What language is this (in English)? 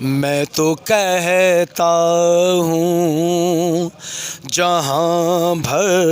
Saraiki